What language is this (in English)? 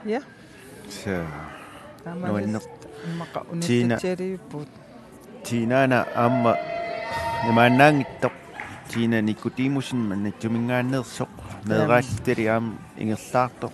Kalaallisut